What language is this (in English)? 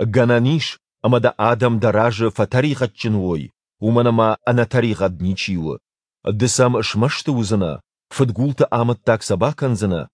Ossetic